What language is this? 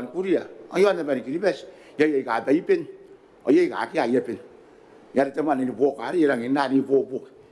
Gilbertese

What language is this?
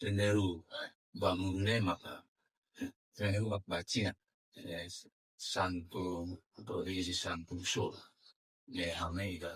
Tetum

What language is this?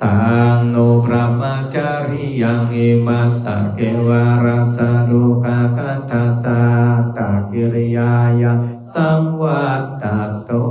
Pali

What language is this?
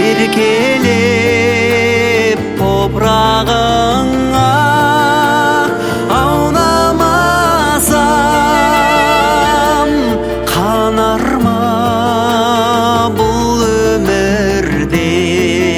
Kazakh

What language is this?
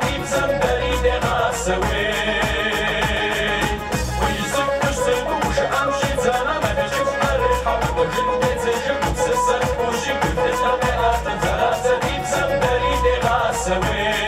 Kabardian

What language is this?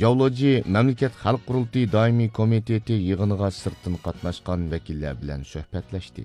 Uyghur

